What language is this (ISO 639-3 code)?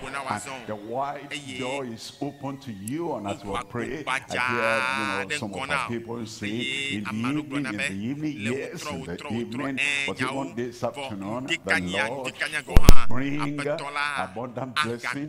ewe